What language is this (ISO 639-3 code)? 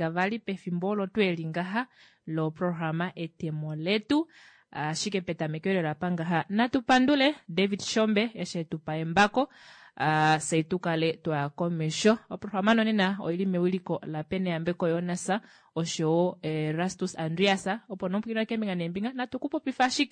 kua